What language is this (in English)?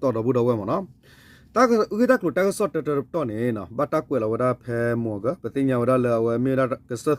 S'gaw Karen